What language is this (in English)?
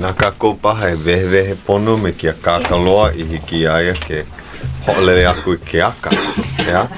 Hawaiian